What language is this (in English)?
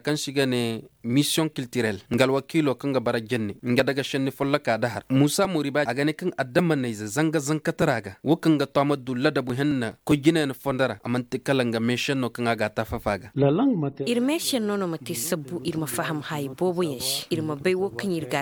Koyraboro Senni